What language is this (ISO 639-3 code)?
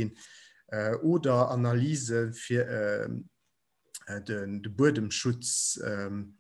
ltz